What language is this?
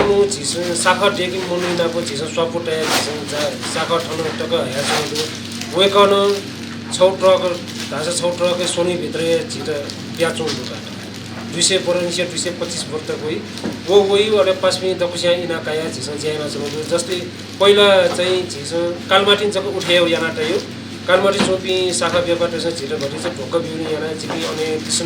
Newari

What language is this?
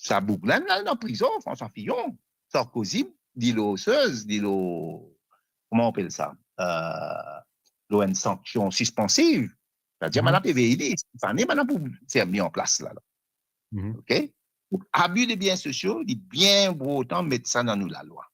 Morisyen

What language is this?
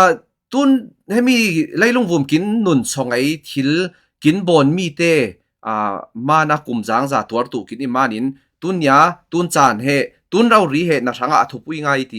Falam Chin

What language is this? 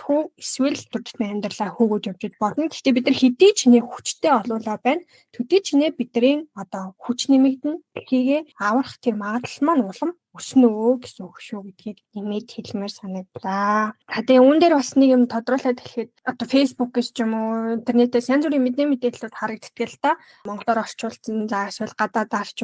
Mongolian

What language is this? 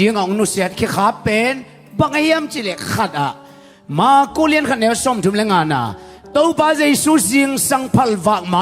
Tedim Chin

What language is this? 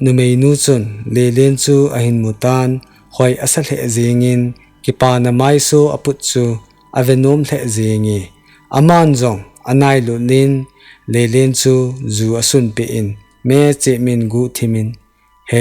Thado Chin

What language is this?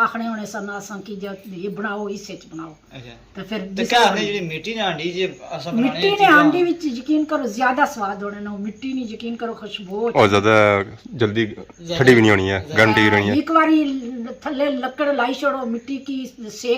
Pahari-Potwari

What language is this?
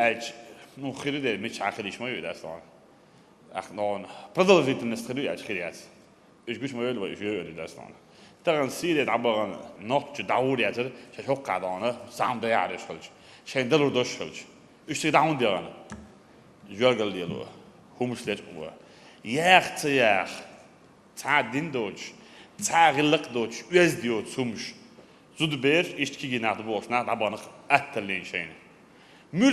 Chechen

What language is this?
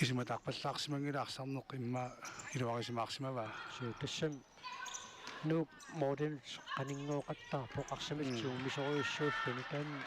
Kalaallisut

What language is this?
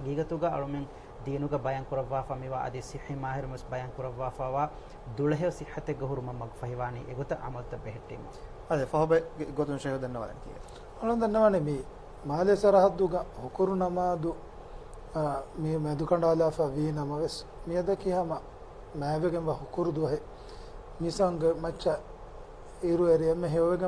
Divehi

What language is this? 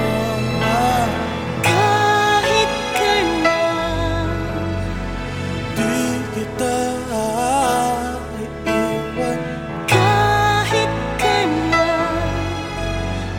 Filipino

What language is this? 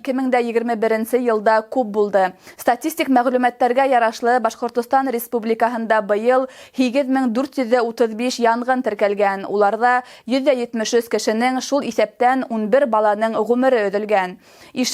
Bashkir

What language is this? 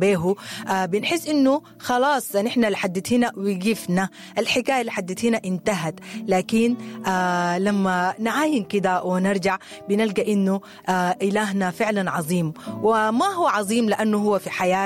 Sudanese Arabic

